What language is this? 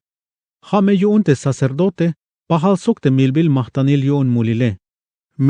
Tzeltal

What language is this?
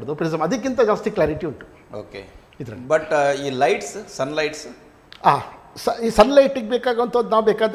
Kannada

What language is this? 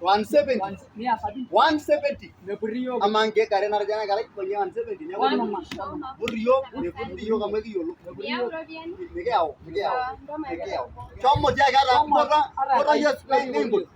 Masai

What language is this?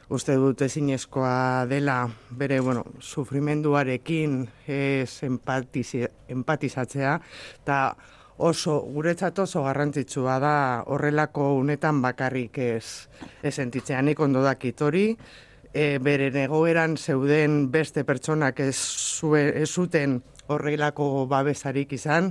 Basque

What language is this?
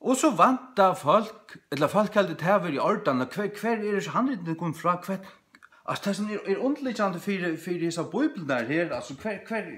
Faroese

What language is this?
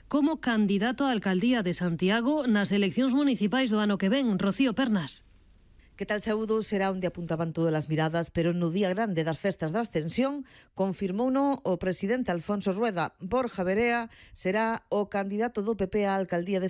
Galician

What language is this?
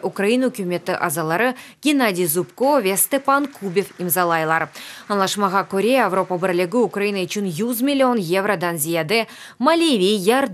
Crimean Tatar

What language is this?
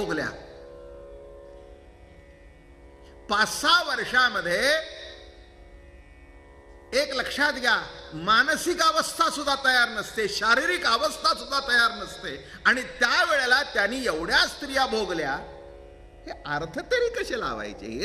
Marathi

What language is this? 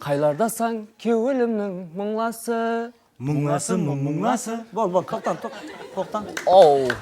Kara-Kalpak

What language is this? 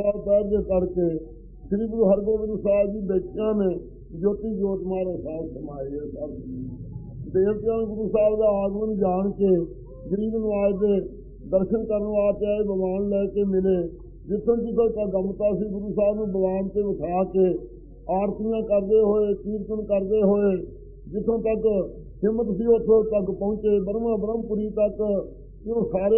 Punjabi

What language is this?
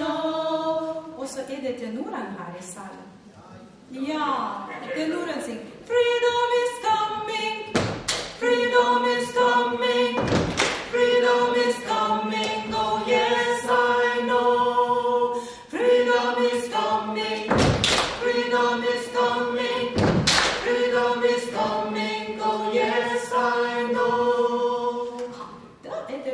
Norwegian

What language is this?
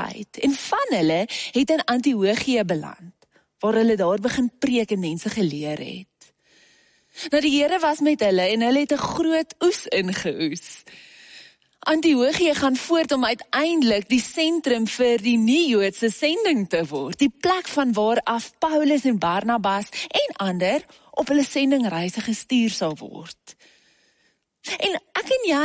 Afrikaans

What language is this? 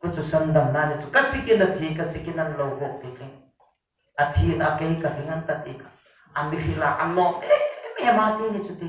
Hmar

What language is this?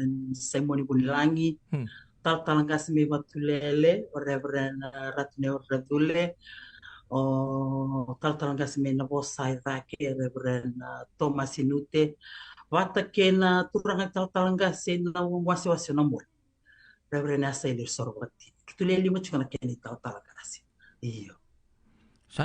Fijian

